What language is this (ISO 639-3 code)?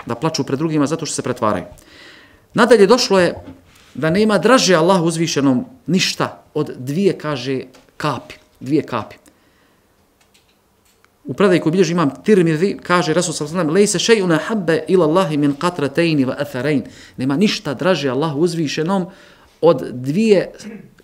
bos